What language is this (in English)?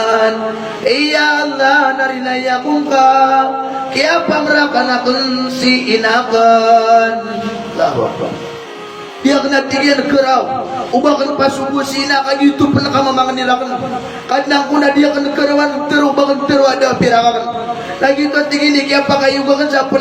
Maranao